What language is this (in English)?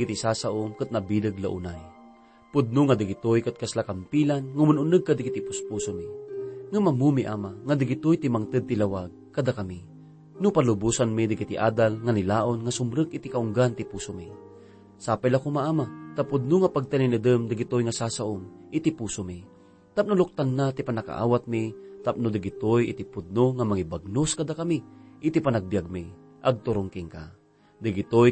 Iloko